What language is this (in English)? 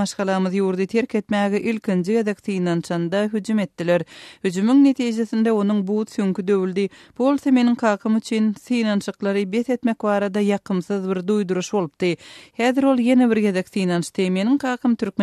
Turkmen